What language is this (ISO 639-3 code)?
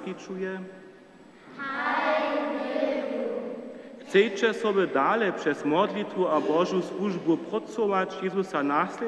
hsb